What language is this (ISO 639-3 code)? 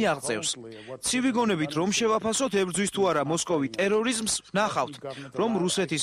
kat